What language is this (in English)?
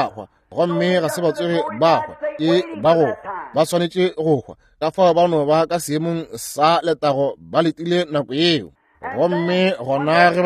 Northern Sotho